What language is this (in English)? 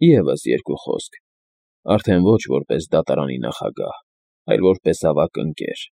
Armenian